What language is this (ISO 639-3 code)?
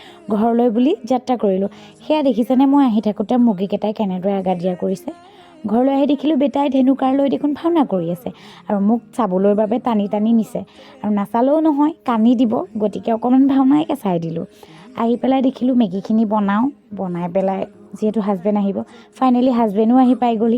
asm